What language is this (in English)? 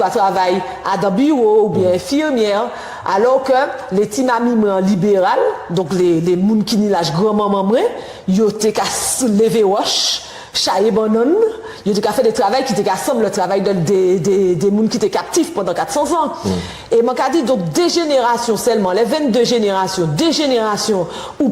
Guadeloupean Creole French